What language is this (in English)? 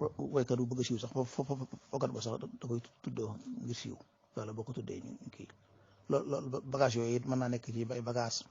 Wolof